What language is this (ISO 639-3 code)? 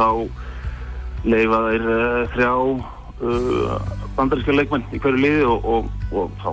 isl